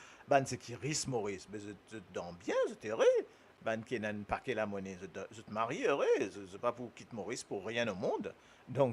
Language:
Morisyen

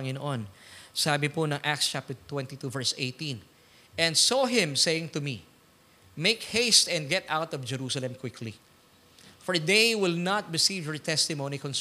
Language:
Filipino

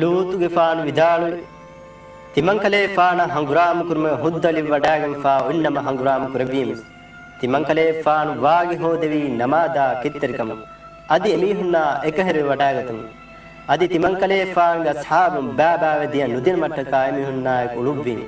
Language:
Divehi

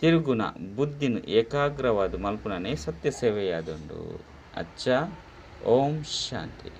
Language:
Tulu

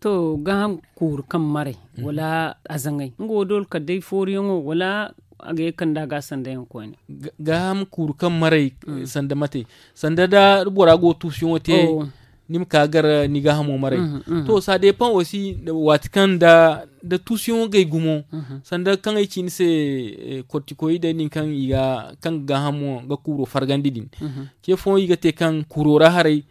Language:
Zarma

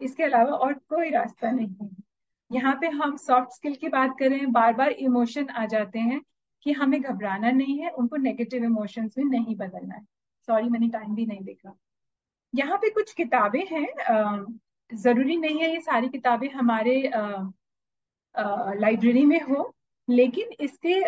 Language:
Hindi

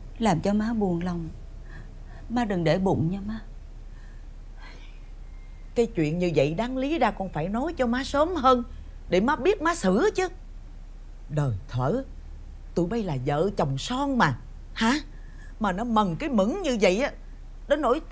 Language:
Vietnamese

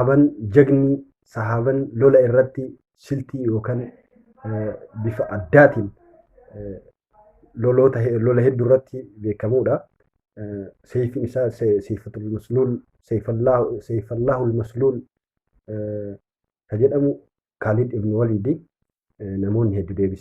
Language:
Oromo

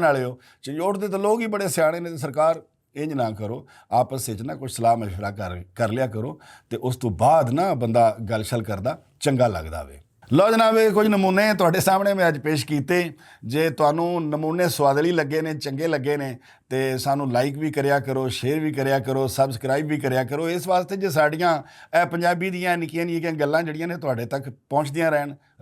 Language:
Western Panjabi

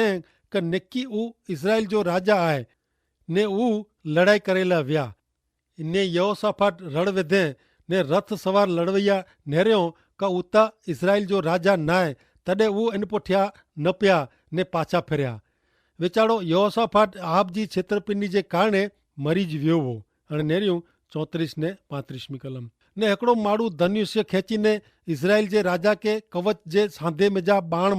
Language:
Kachhi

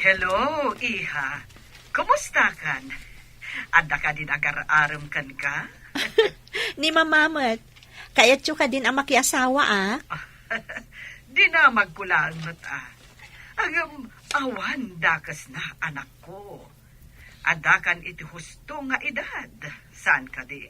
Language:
Iloko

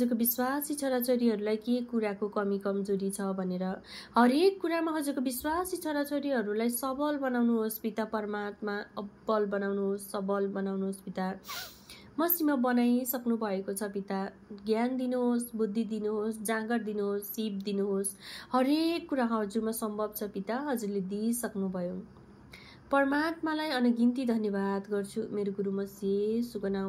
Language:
Nepali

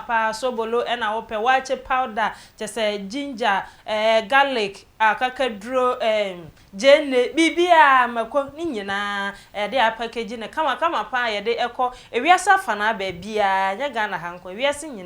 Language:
Akan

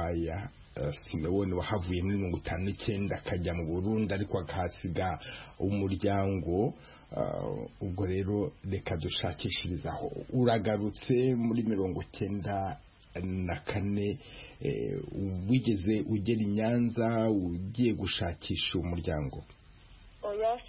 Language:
Kinyarwanda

